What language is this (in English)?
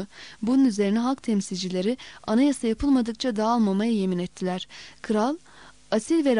Turkish